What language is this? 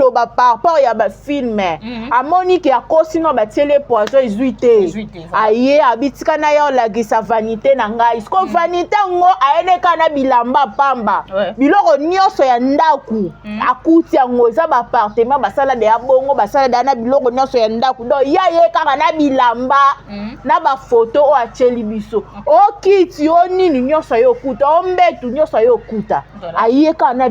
Lingala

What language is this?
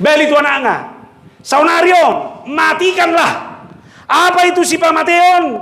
Batak Toba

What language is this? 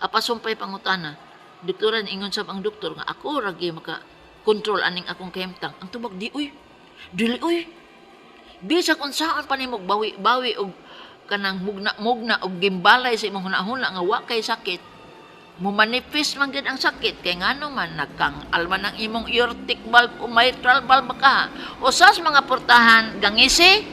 Cebuano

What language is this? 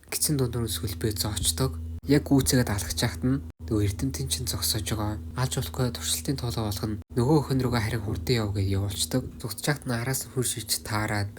Mongolian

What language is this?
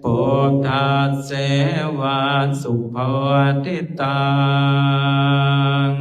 Pali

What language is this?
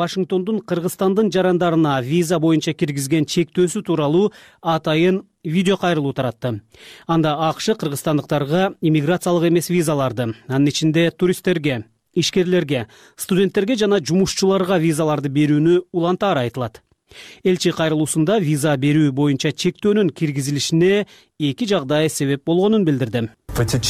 Kyrgyz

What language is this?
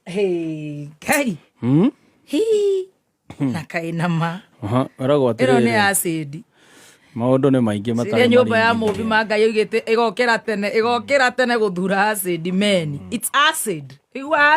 Kikuyu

